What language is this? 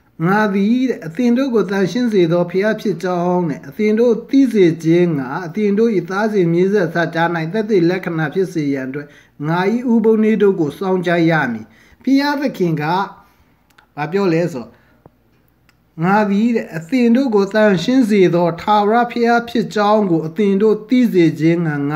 Burmese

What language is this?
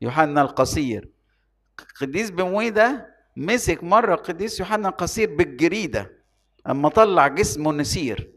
Egyptian Arabic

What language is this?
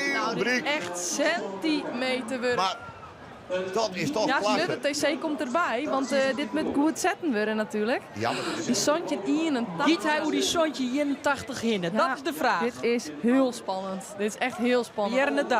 Western Frisian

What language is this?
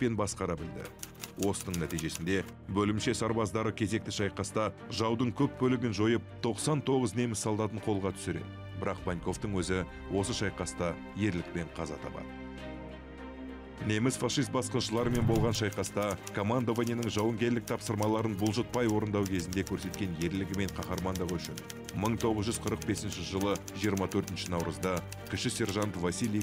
Kazakh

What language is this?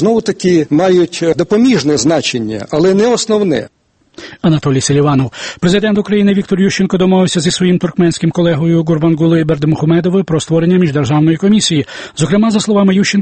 Ukrainian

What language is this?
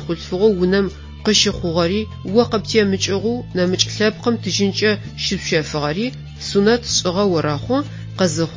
Adyghe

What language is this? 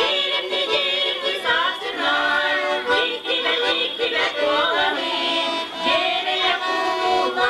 Yakut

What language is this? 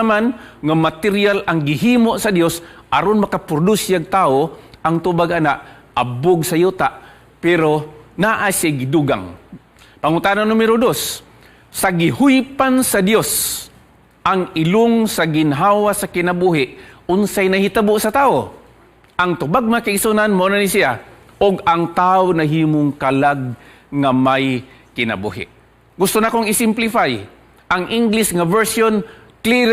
Cebuano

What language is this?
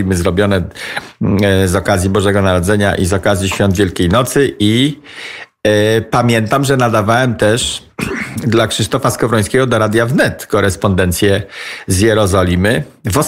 Polish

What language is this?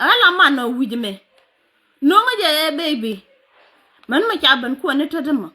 Nuer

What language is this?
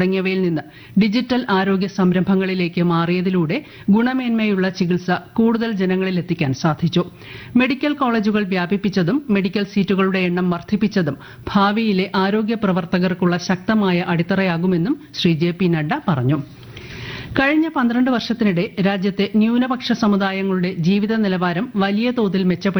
Malayalam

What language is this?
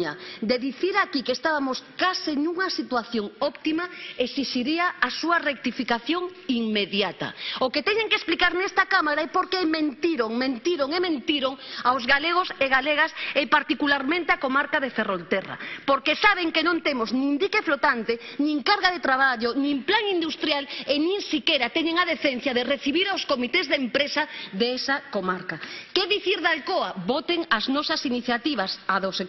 Galician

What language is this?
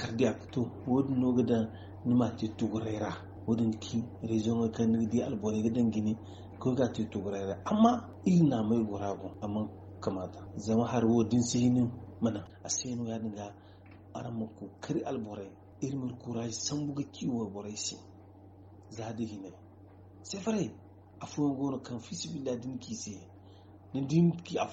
Zarma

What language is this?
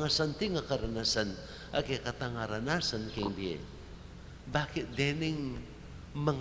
Pampanga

